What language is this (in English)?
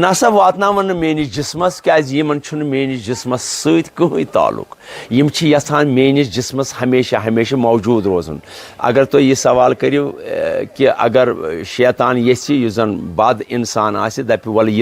Kashmiri